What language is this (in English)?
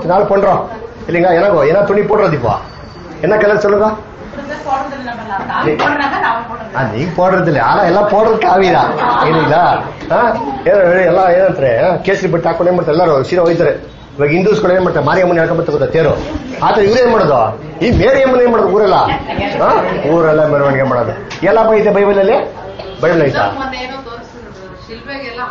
Kannada